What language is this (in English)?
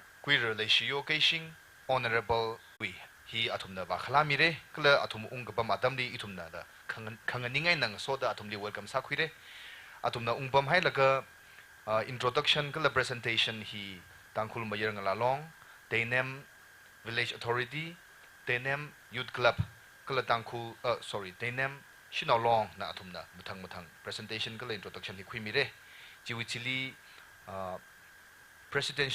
Tangkhul Naga (India)